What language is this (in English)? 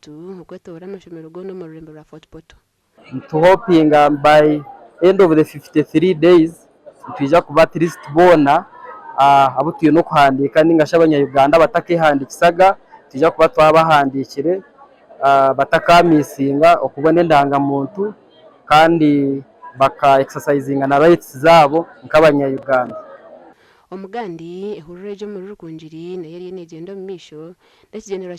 Nyankole